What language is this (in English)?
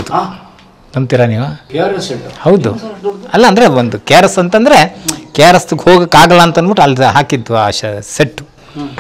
Kannada